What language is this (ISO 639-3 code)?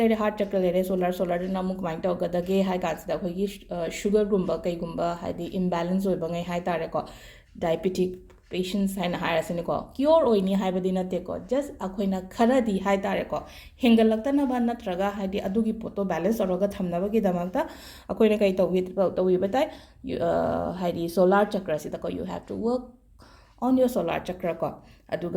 mni